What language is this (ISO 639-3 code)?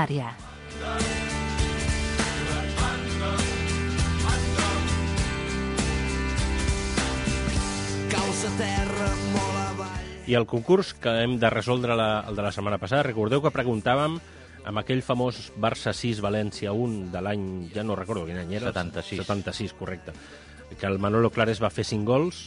cat